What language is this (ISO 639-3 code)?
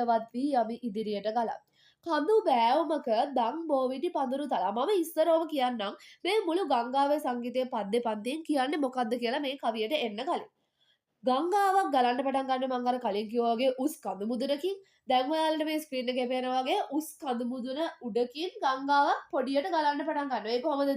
sin